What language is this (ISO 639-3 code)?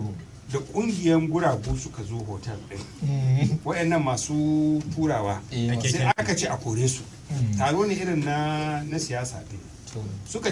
hau